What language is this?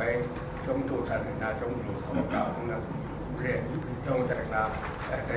Kachin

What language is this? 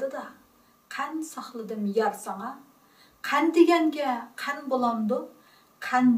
Uyghur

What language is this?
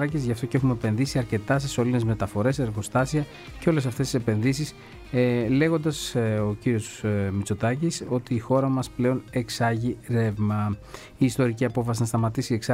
Greek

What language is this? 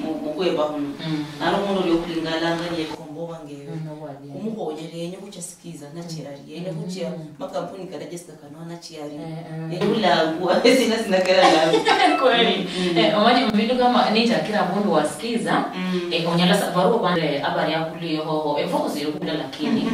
Luyia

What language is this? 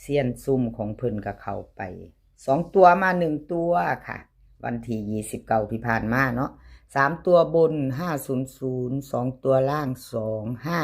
Northeastern Thai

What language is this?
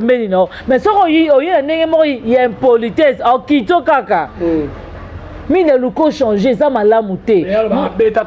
Lingala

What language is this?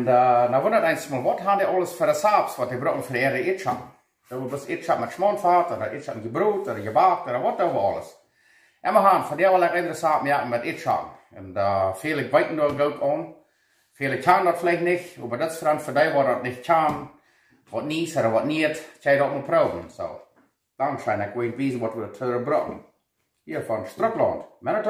Plautdietsch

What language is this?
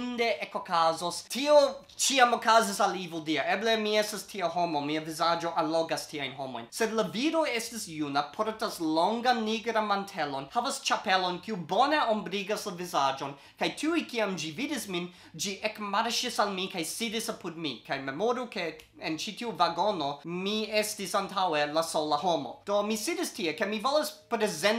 Esperanto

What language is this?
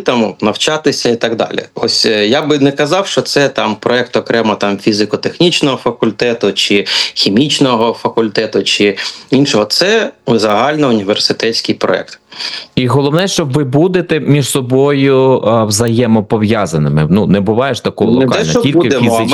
Ukrainian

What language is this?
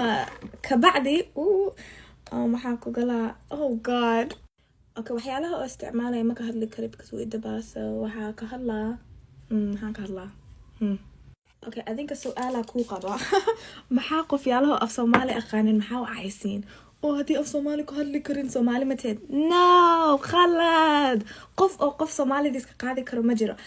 Somali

